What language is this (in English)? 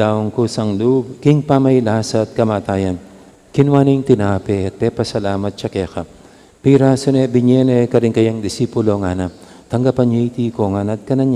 Pampanga